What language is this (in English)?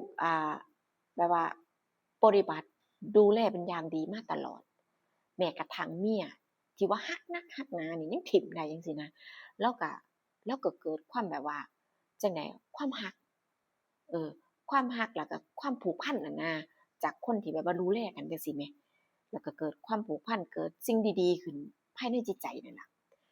Northeastern Thai